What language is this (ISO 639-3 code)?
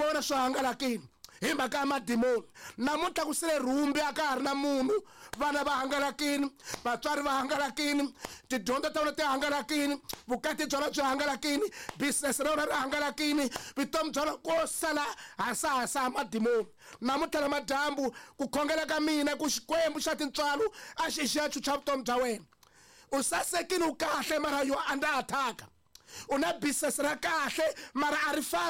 tso